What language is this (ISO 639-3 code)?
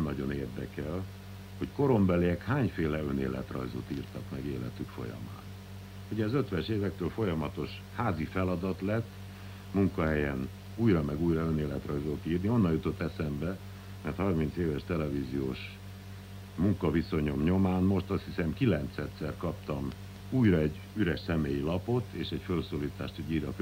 hun